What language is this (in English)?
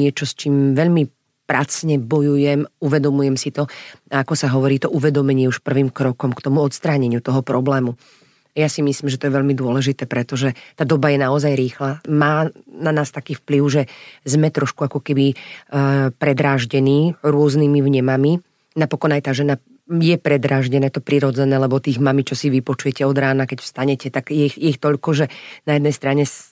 Slovak